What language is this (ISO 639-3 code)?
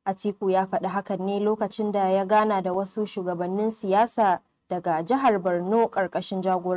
hau